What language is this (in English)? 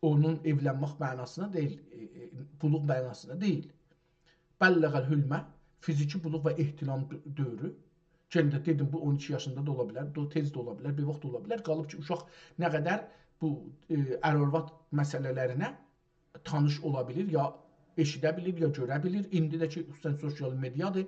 South Azerbaijani